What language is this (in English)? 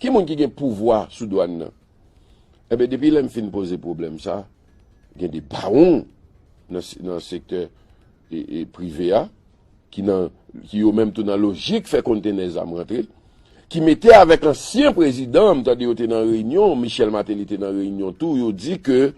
Haitian Creole